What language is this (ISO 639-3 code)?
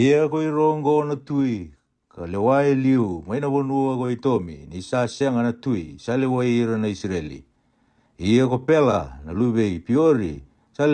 fij